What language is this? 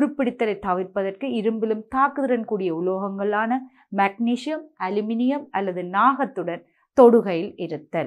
Tamil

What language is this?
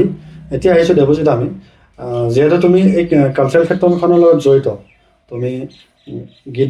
Assamese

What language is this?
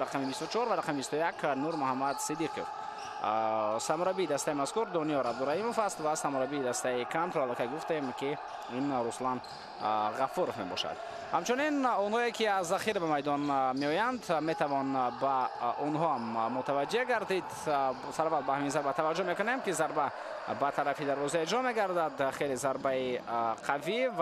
Tajik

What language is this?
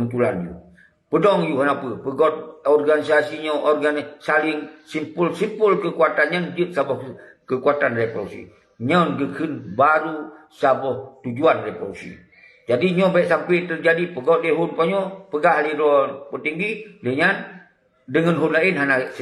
Achinese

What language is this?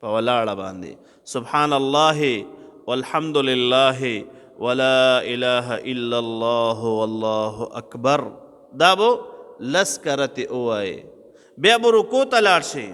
Pashto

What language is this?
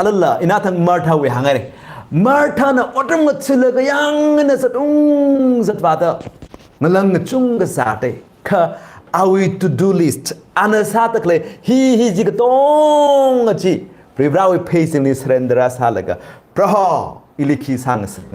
Tangkhul Naga (India)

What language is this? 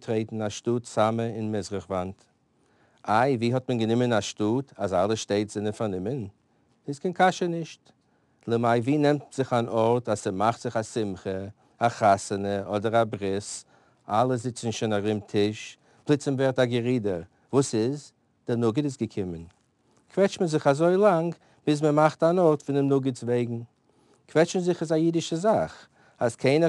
Yiddish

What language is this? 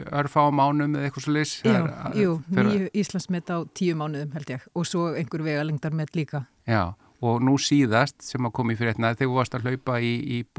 Icelandic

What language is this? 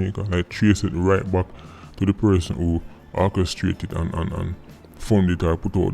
Jamaican Creole English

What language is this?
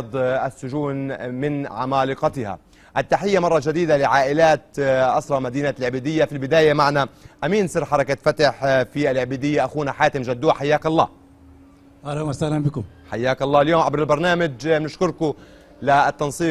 Arabic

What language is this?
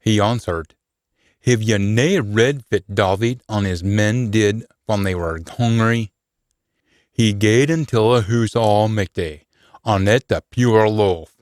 Scots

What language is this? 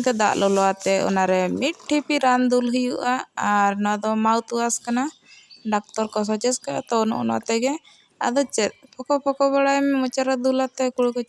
Santali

